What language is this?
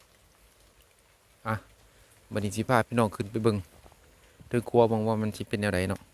Lao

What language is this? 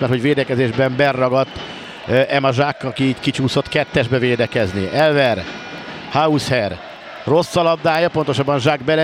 Hungarian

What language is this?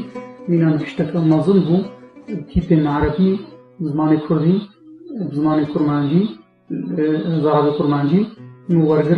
Kurdish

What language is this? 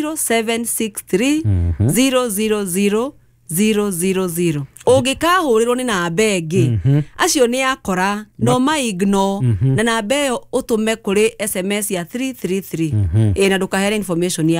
Kikuyu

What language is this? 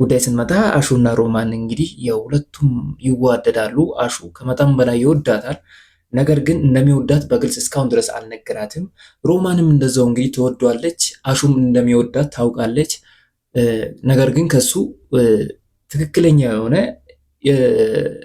Amharic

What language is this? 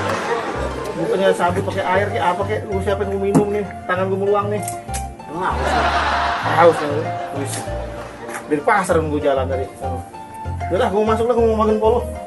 Betawi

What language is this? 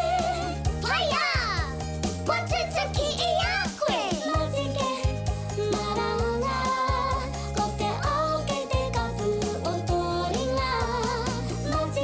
Māori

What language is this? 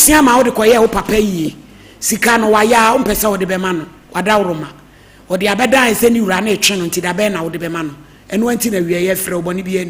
Akan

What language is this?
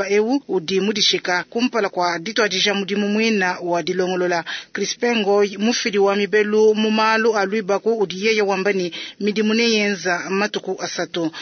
Luba-Lulua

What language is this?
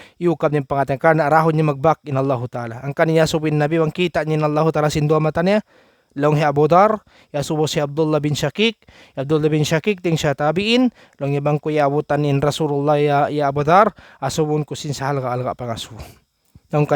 Tausug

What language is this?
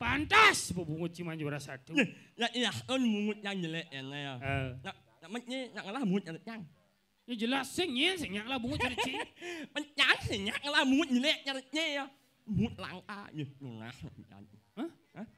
Balinese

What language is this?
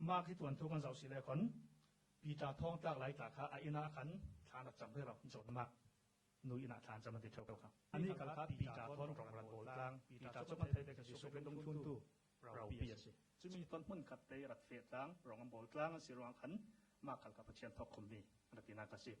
Falam Chin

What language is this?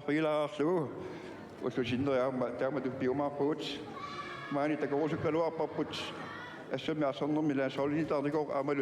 Kalaallisut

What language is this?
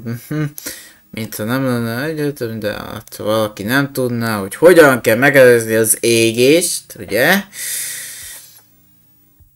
Hungarian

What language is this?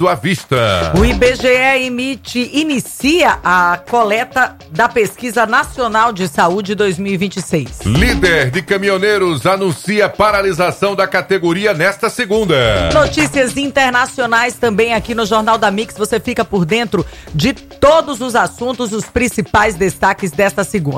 Portuguese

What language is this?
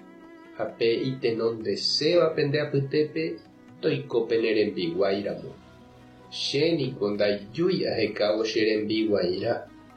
Guarani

